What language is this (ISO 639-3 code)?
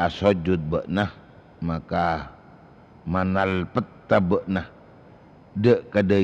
mad